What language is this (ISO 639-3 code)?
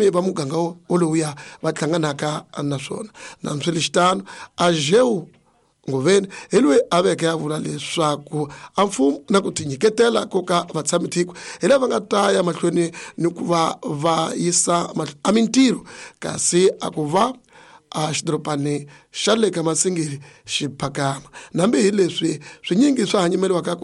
tso